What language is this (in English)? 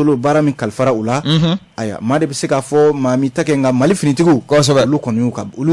Bambara